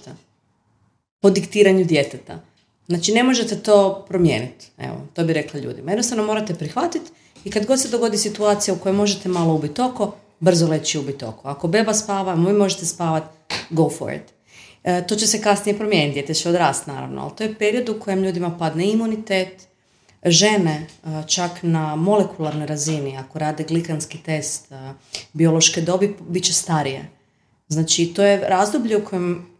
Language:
Croatian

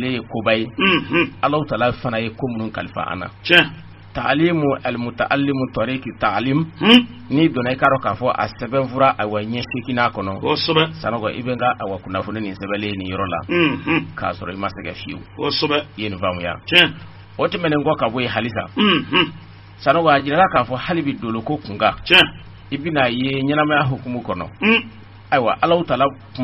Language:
Bambara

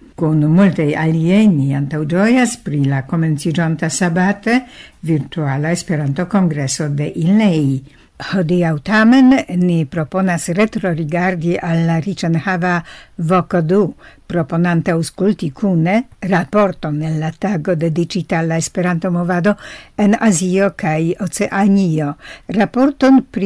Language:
Esperanto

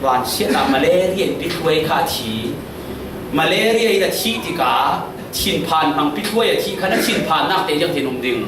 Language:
Falam Chin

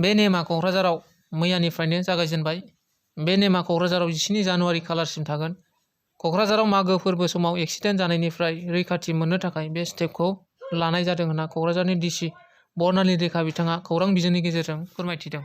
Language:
Bodo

